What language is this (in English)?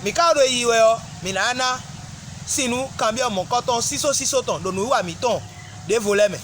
Fon